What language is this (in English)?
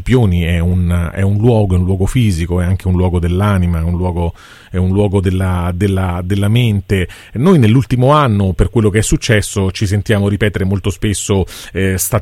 Italian